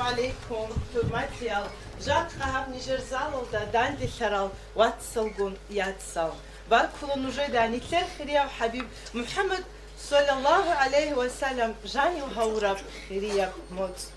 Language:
Avaric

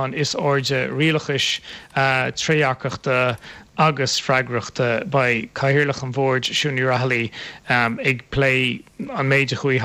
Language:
Irish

